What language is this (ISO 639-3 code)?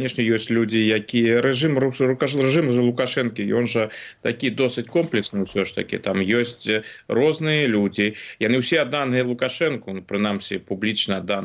bel